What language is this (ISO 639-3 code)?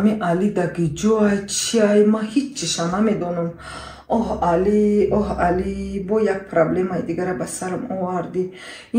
tgk